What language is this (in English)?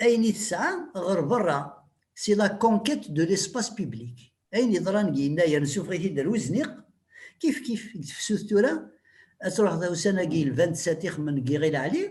Kabyle